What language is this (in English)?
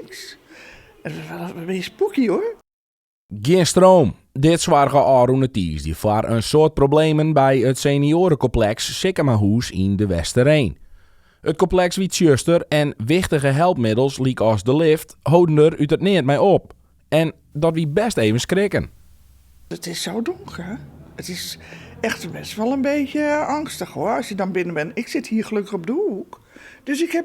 Western Frisian